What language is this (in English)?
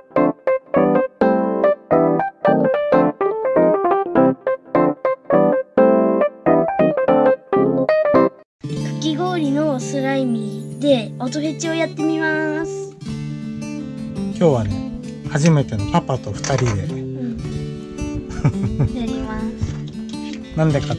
Japanese